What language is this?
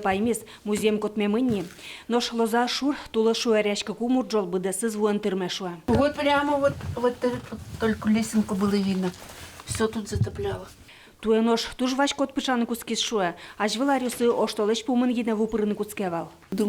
Udmurt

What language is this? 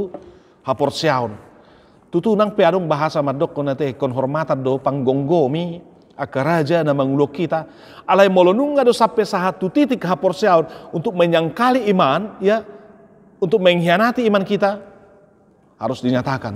Batak Toba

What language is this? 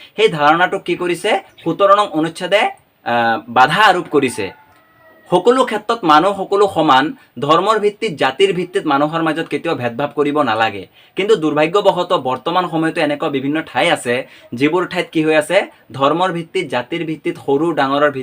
Assamese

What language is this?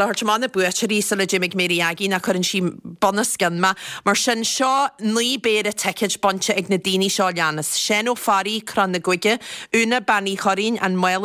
Irish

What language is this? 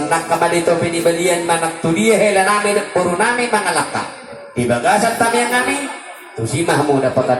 Batak Toba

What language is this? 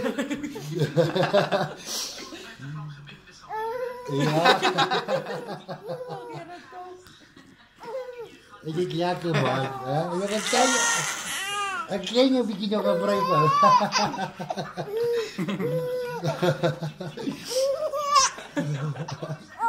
Afrikaans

